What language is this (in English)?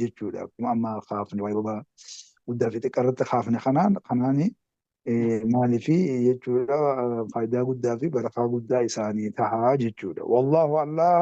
Oromo